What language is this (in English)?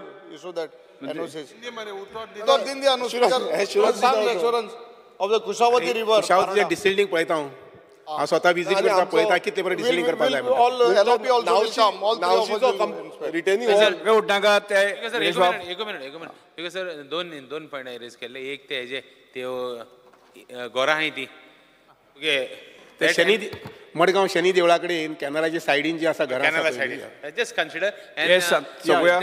Konkani